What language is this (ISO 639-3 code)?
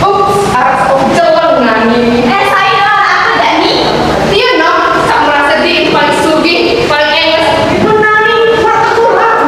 sas